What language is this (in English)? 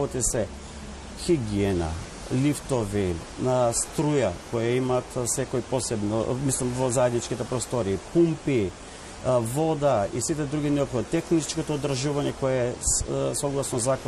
Macedonian